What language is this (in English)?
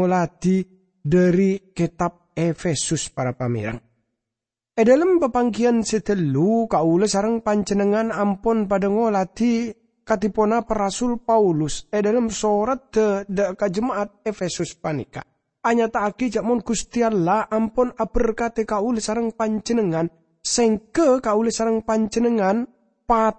Madurese